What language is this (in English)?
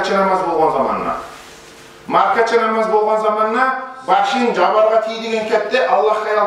Kumyk